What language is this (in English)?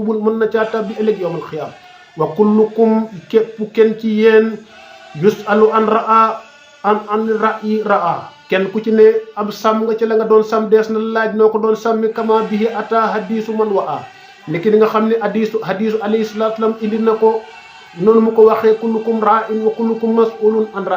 Wolof